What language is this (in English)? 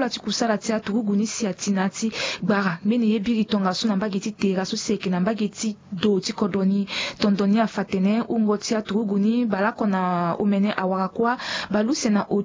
Sango